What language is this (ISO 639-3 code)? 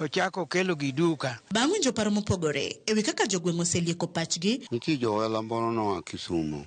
luo